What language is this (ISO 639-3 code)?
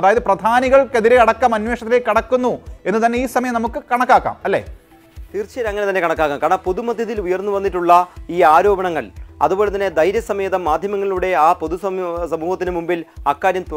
mal